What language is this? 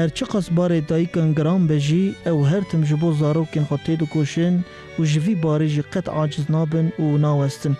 Kurdish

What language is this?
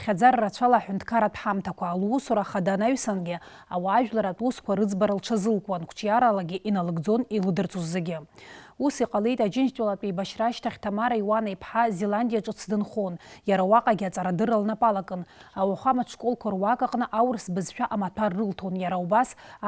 Abkhazian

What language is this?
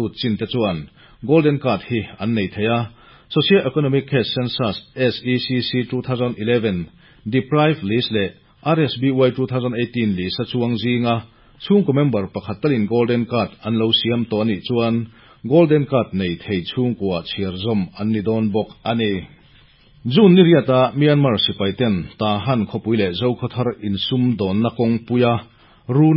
Mizo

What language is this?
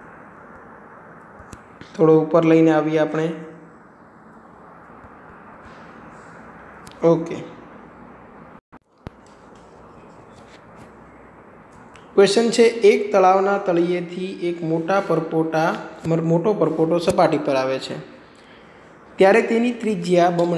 Gujarati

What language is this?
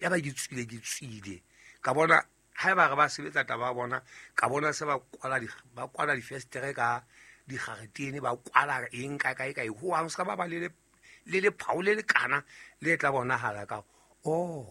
Southern Sotho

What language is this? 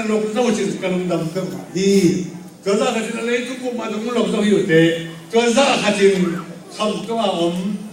Tedim Chin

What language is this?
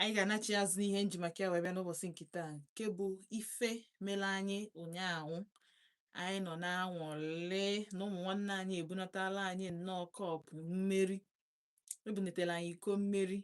Igbo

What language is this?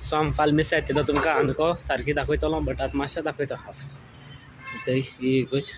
Konkani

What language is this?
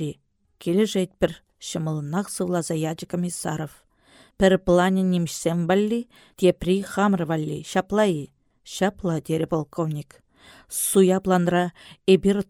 Chuvash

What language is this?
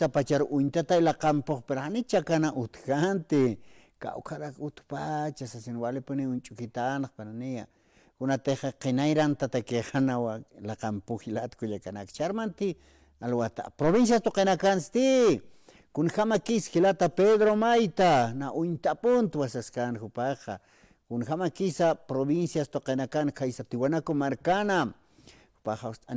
Aymara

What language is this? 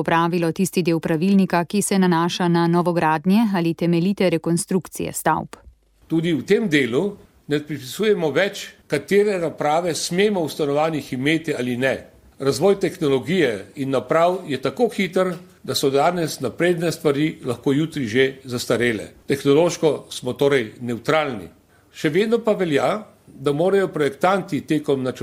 Slovenian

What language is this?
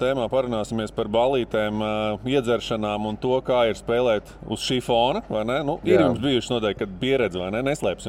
Latvian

